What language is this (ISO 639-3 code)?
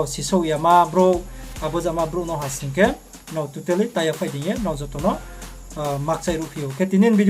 ria